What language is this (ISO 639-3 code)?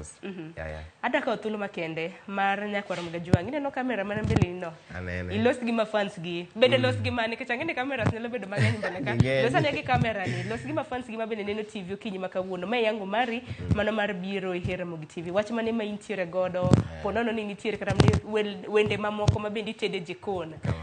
luo